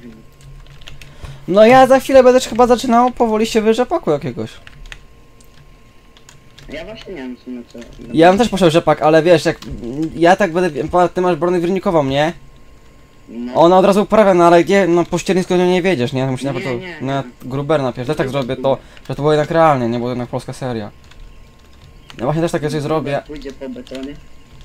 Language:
Polish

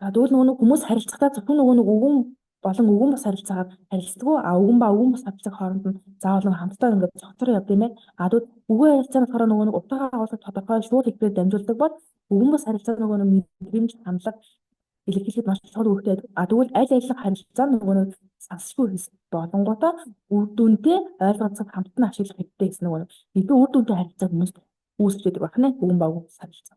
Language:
Mongolian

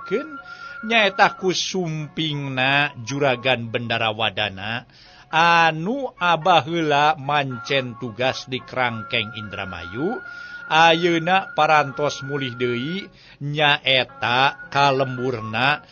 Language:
Sundanese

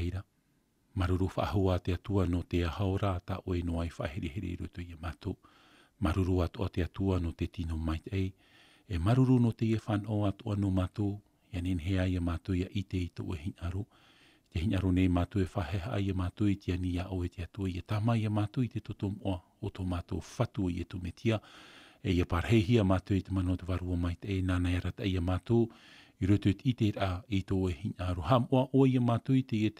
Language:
Tahitian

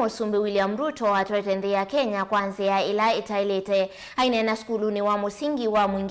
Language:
Kamba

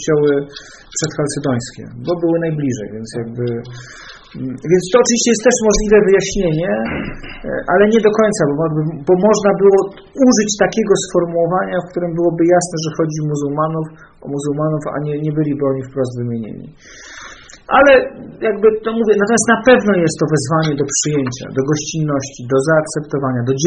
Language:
Polish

